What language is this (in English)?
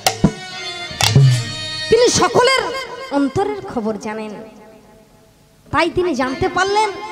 Bangla